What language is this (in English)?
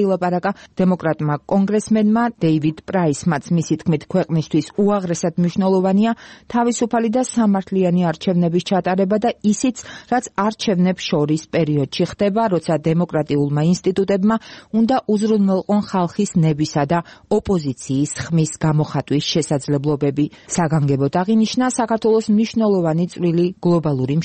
Georgian